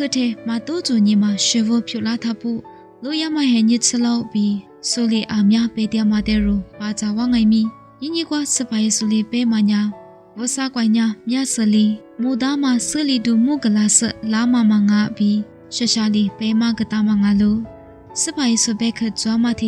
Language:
Lisu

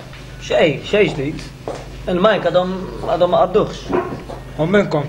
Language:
Maltese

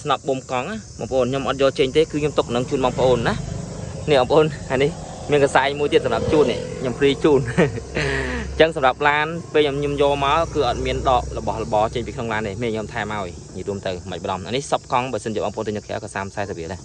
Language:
Khmer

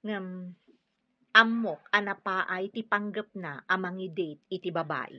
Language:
Iloko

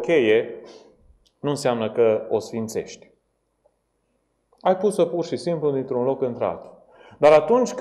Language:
Romanian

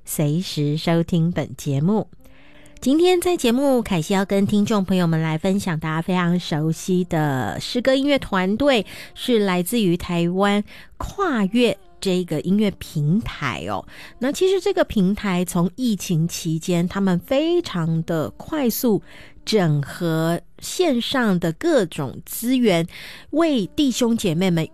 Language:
Chinese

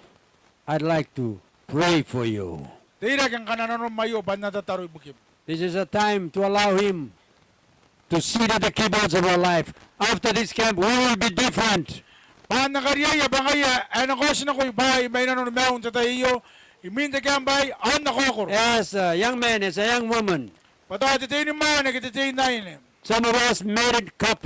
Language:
Gilbertese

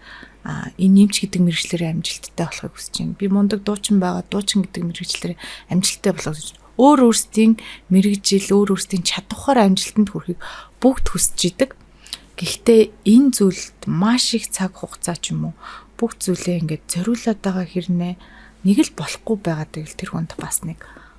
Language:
Mongolian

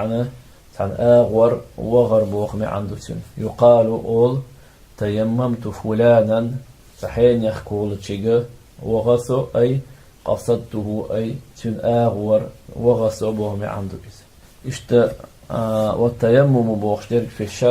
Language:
Chechen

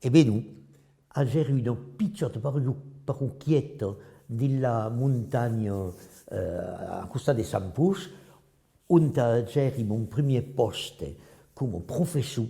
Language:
Occitan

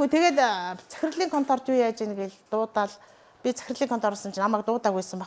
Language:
Mongolian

